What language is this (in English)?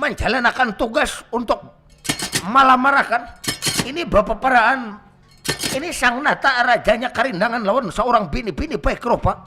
Banjar